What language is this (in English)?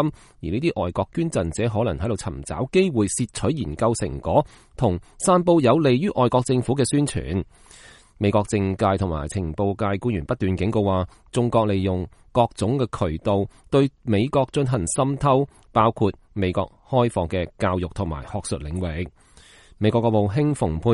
Cantonese